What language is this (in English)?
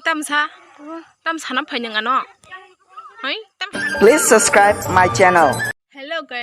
Kok Borok